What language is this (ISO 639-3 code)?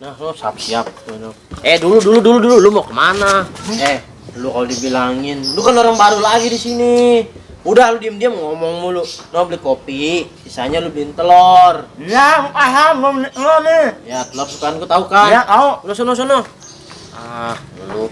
bew